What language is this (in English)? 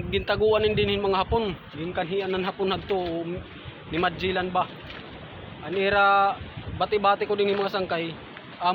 Waray